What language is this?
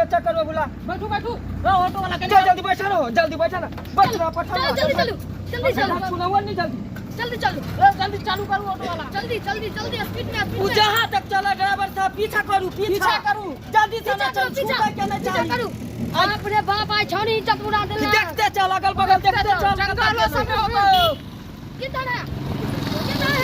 Maithili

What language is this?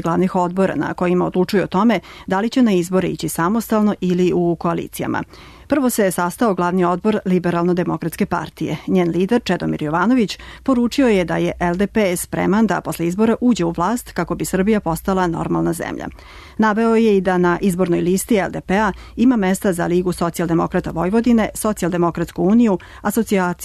Serbian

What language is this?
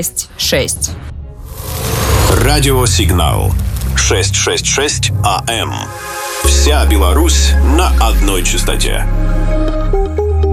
Russian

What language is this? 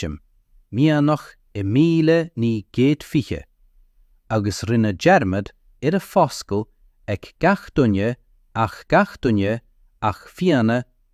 Irish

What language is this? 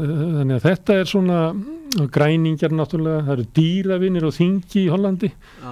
Icelandic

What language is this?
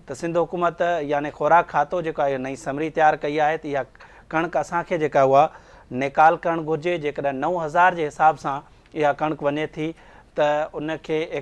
Sindhi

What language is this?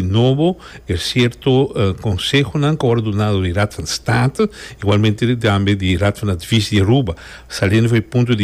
Papiamento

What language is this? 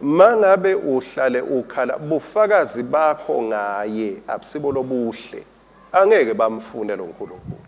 Swati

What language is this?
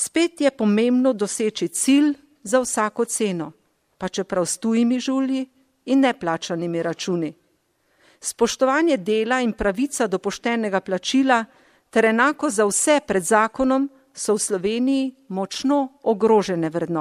Slovenian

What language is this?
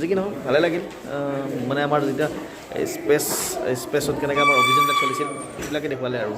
Assamese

